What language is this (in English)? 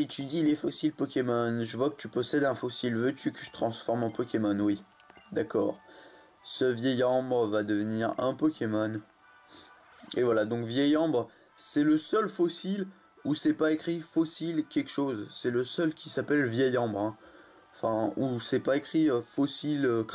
French